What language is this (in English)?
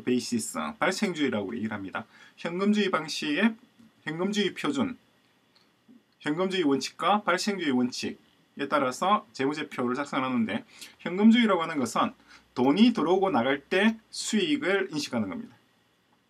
Korean